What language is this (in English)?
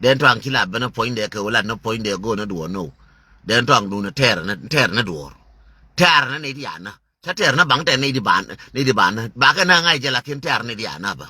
Nuer